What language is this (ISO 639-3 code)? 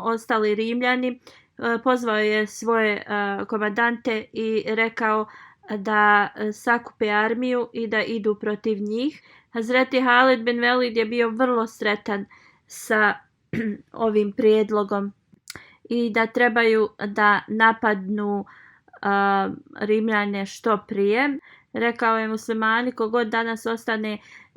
bos